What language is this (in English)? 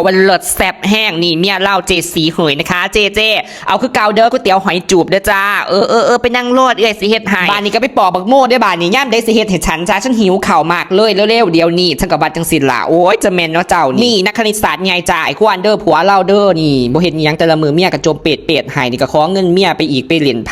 Northeastern Thai